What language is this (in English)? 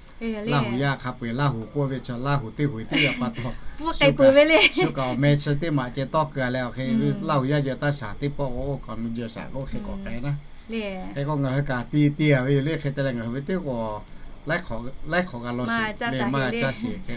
Lahu